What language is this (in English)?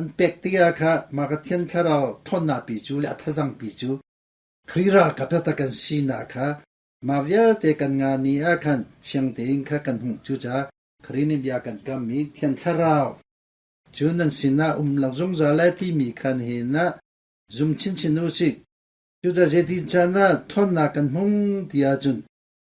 Hakha Chin